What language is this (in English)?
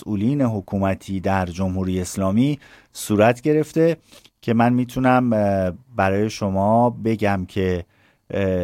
Persian